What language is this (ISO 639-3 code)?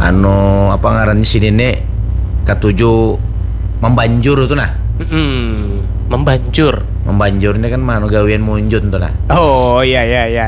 bjn